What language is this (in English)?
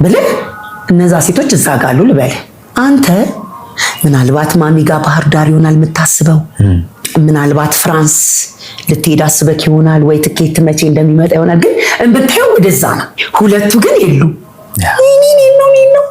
Amharic